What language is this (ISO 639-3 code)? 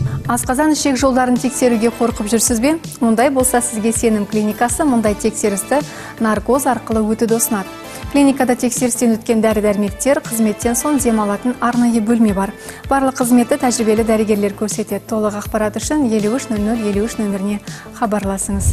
kaz